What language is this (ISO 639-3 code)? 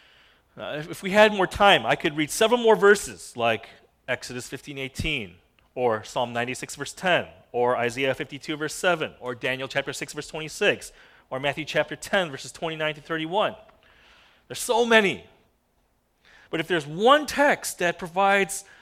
eng